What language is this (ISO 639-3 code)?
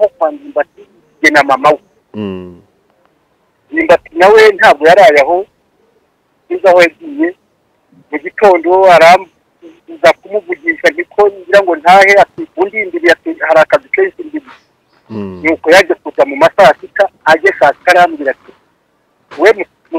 kin